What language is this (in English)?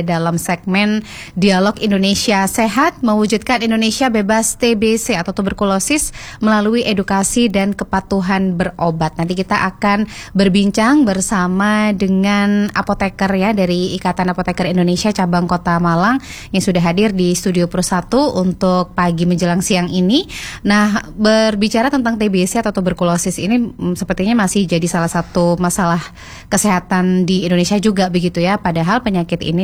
Indonesian